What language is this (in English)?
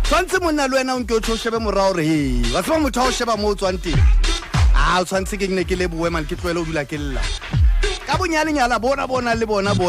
Southern Sotho